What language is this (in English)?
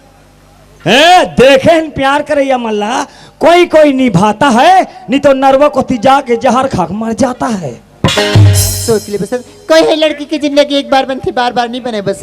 Chhattisgarhi